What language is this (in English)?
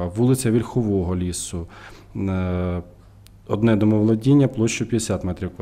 Ukrainian